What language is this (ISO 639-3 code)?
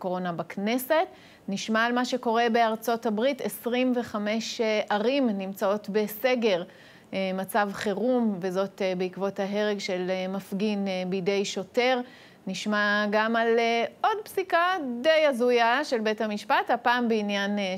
heb